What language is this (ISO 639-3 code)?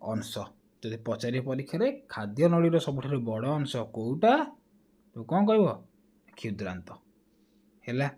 ori